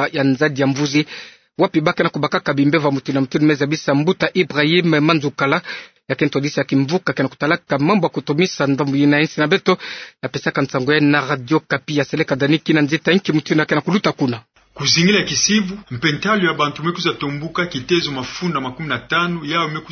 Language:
Kituba (Democratic Republic of Congo)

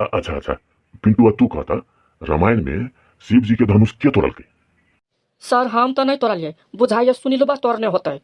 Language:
Maithili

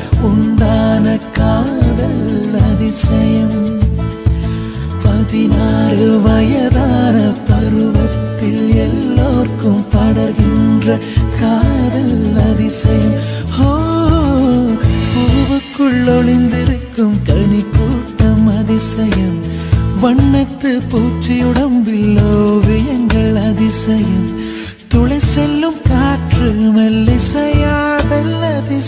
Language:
Tamil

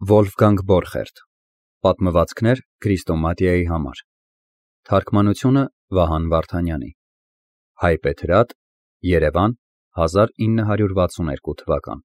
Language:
Armenian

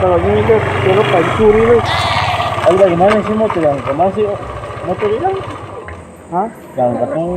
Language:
Ambonese Malay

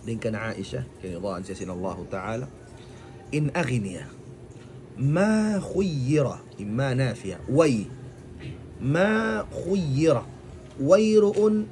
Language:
Tausug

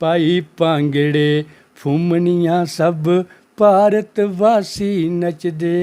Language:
Dogri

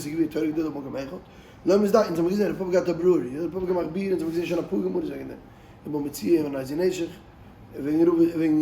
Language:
Yiddish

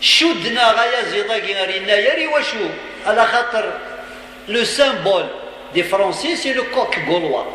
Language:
Kabyle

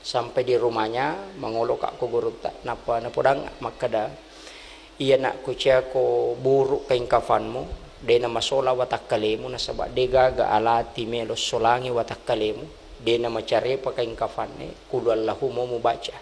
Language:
Buginese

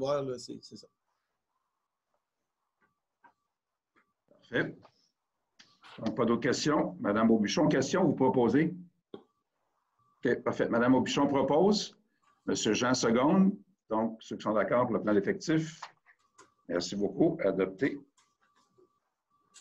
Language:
French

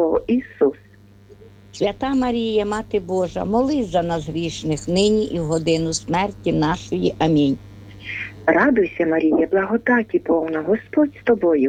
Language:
Ukrainian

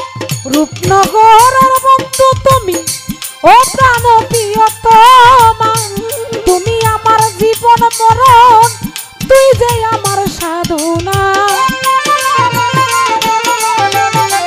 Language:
Bangla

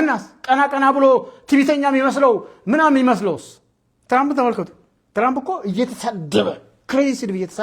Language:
Amharic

